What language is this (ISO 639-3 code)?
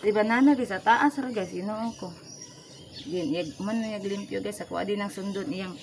ceb